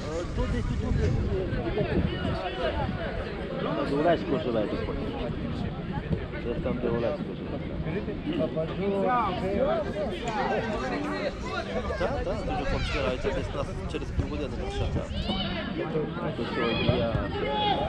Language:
Ukrainian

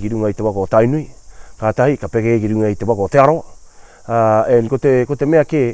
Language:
Māori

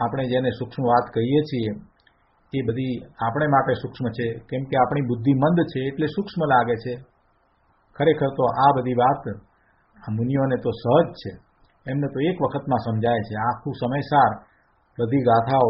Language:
Gujarati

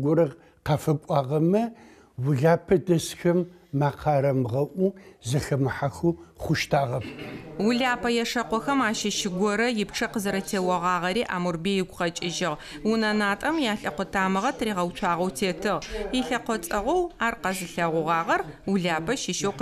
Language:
Adyghe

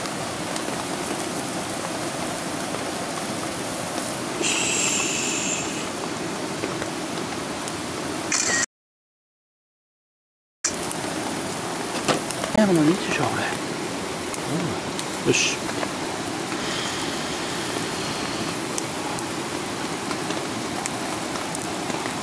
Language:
Japanese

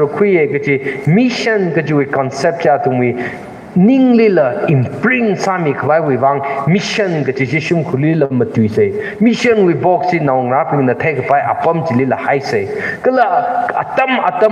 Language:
Tangkhul Naga (India)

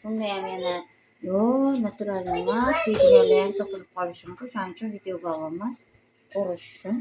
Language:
Uzbek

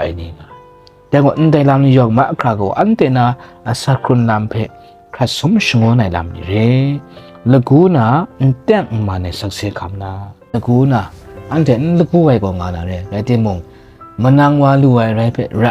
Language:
Kachin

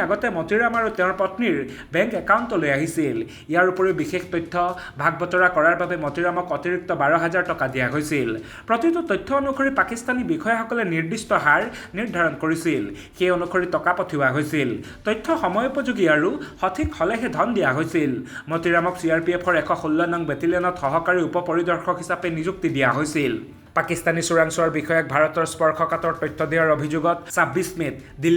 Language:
Assamese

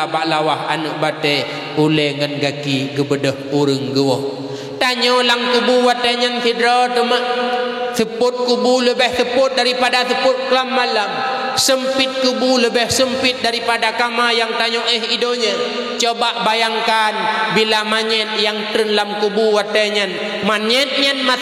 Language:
Achinese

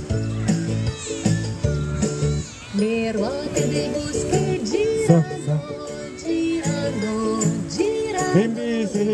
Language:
Italian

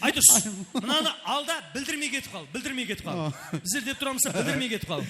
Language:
Kara-Kalpak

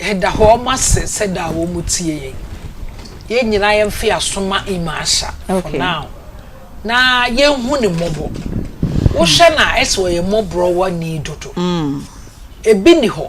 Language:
Akan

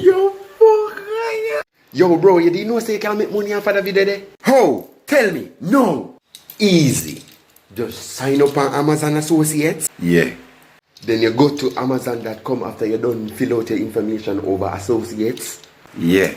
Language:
Jamaican Creole English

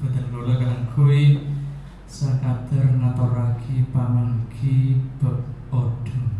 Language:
Madurese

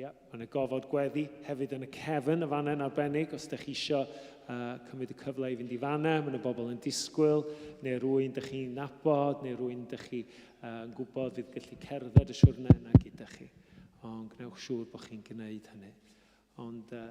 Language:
Welsh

